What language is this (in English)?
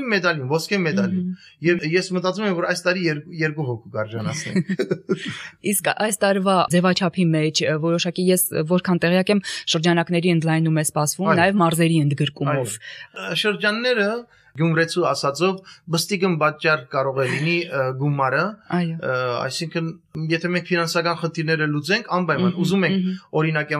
Armenian